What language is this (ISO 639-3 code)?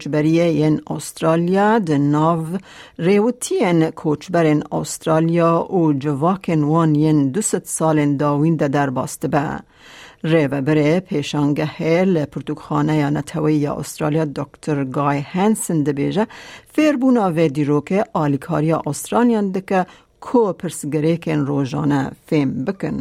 kur